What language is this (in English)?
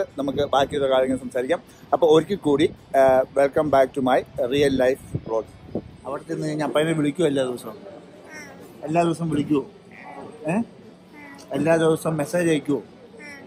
Malayalam